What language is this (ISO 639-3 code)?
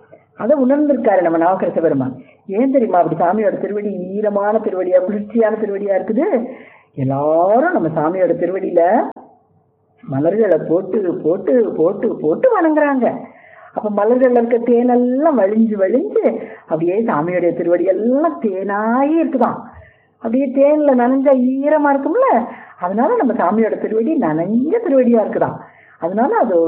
tam